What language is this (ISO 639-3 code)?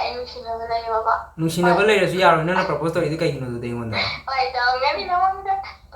mni